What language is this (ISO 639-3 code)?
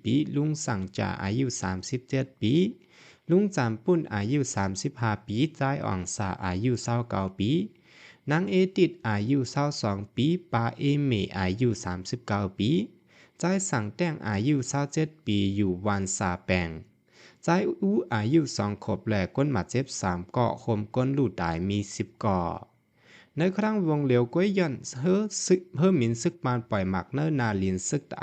shn